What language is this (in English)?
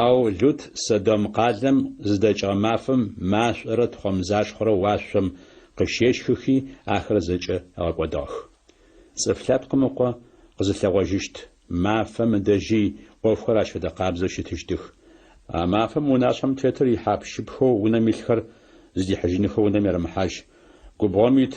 Adyghe